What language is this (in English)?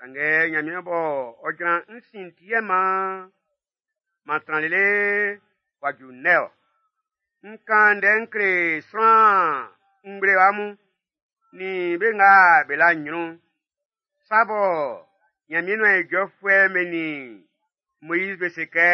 Baoulé